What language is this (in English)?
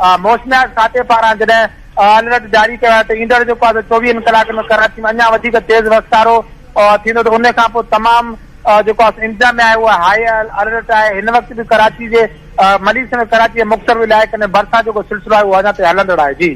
Sindhi